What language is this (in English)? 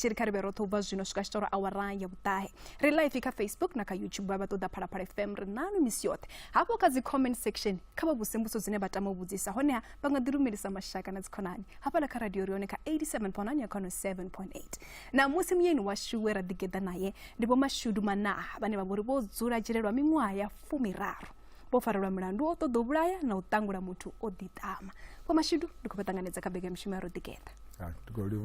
Venda